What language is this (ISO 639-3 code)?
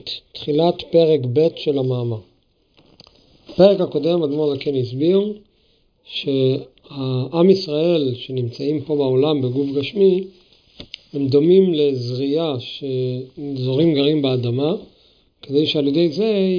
heb